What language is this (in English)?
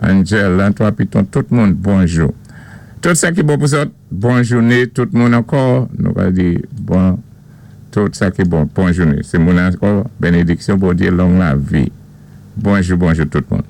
Saint Lucian Creole French